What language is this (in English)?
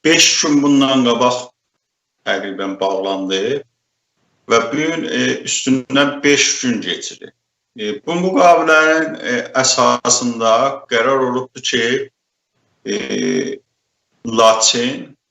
South Azerbaijani